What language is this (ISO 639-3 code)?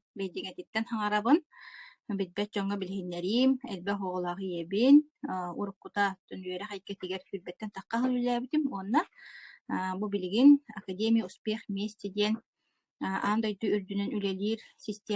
sah